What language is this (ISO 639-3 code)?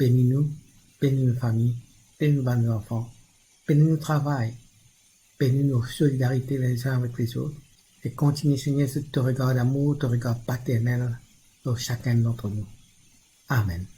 mfe